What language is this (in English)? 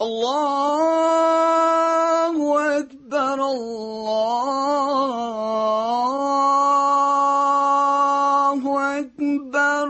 Tatar